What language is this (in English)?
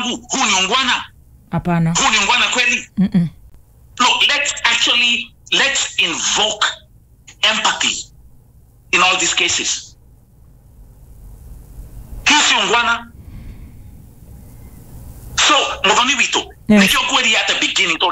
Kikuyu